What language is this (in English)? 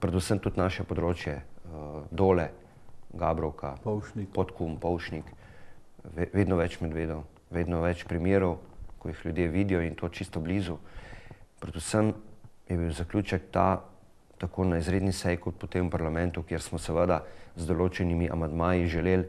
Slovenian